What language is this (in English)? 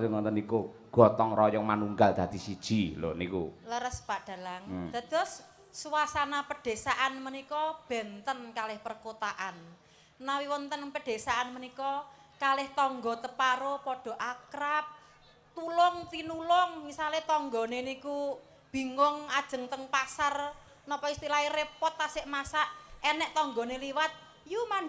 Javanese